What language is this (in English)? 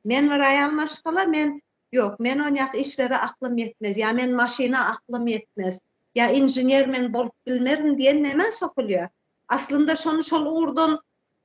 Turkmen